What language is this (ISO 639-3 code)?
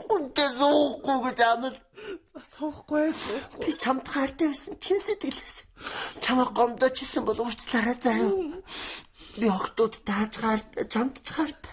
mon